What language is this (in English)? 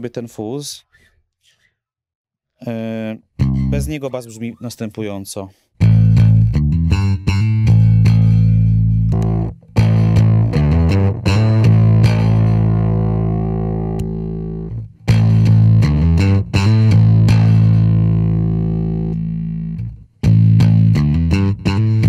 Polish